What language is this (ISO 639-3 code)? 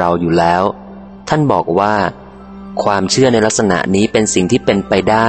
tha